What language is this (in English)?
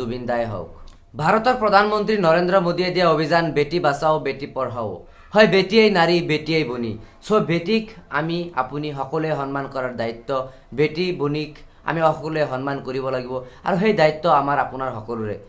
Assamese